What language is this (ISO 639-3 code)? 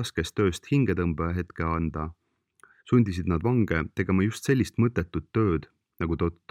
est